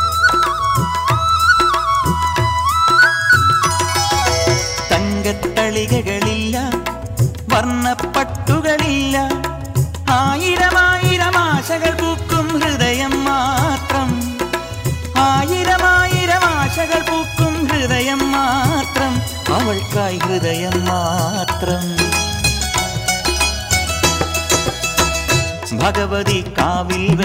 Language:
Malayalam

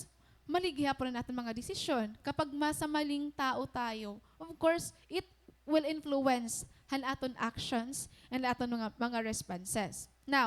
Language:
Waray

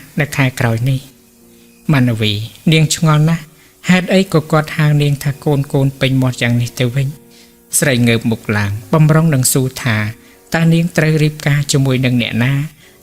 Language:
Khmer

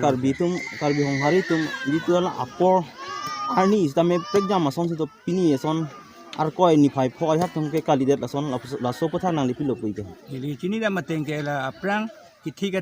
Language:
Karbi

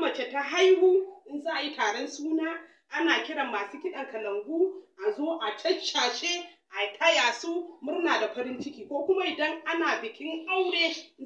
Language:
Hausa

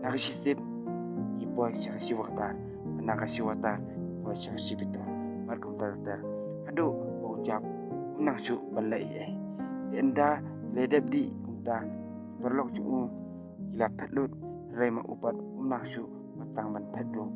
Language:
Khasi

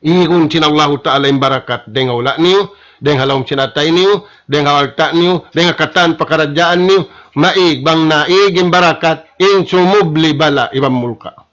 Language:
Tausug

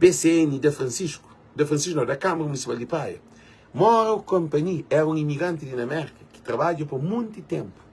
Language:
Kabuverdianu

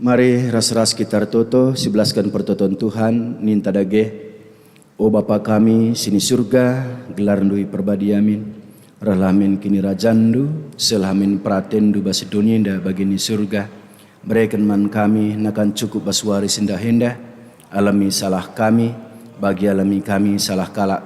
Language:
Batak Karo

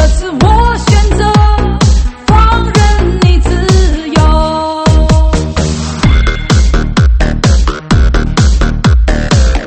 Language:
Chinese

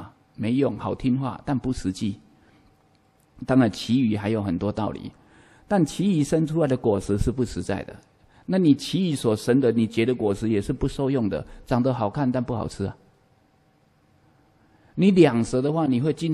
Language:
Chinese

